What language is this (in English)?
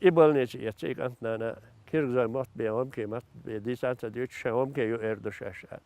Chechen